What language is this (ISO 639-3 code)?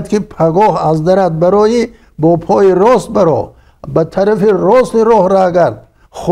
tgk